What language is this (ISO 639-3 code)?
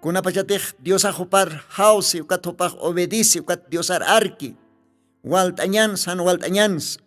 aym